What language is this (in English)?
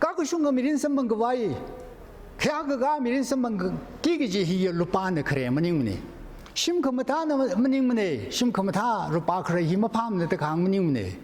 Tangkhul Naga (India)